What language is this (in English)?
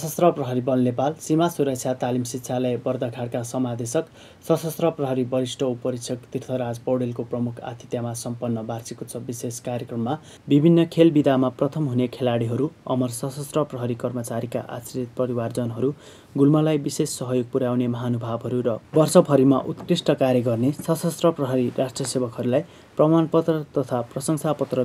Nepali